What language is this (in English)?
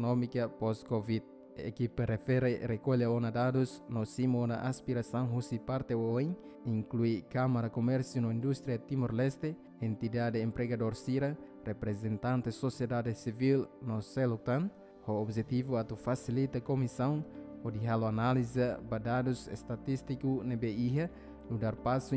Tetum